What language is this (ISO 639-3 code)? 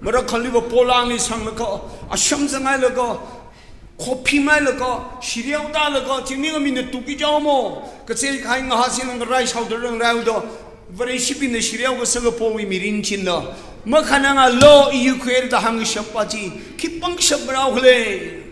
nmf